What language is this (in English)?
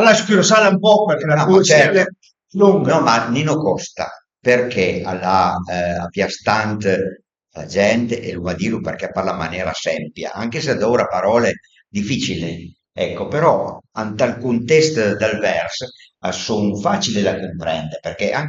Piedmontese